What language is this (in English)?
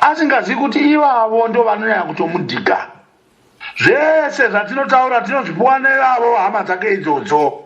Shona